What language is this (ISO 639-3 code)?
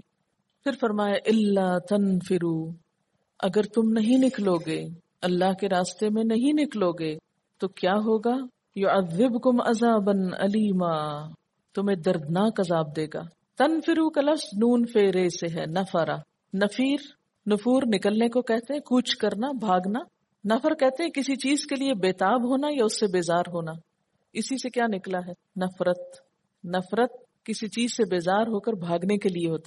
urd